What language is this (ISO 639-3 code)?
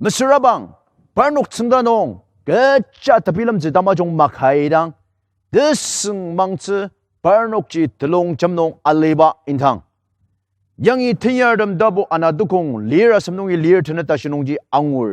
njo